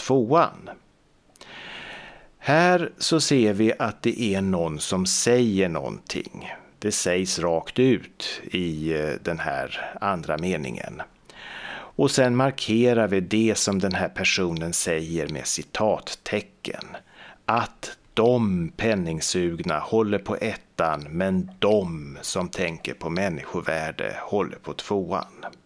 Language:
Swedish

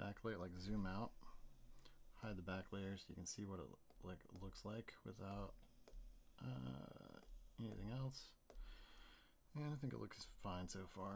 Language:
English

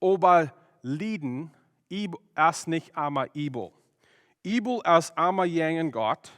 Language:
Plautdietsch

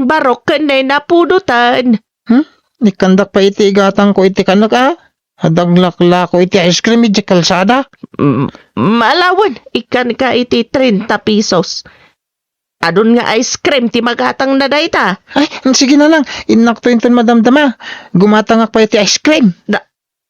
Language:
Iloko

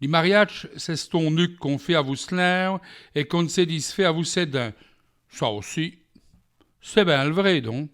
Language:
Walloon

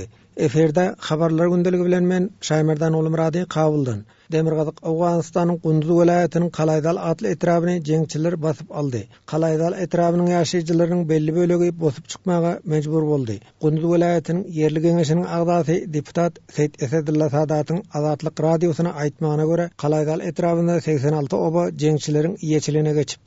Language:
Turkmen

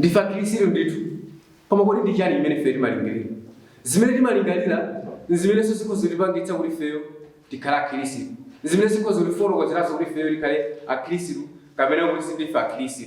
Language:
Nyanja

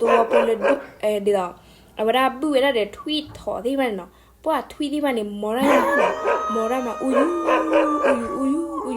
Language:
S'gaw Karen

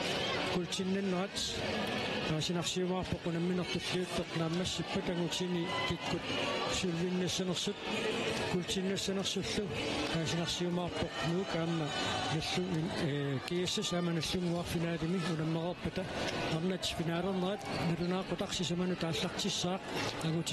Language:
Kalaallisut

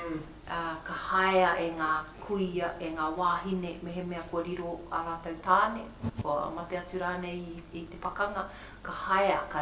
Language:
Māori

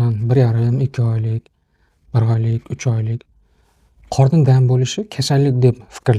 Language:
Uzbek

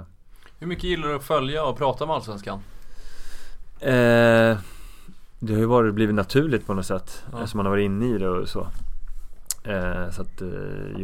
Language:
Swedish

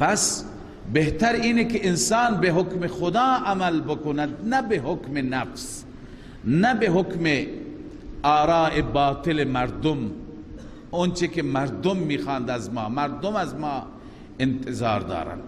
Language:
Persian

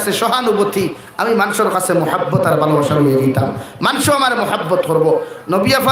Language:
Sylheti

